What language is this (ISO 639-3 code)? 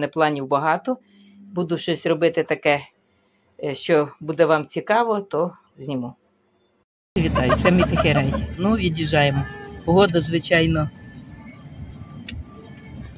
ukr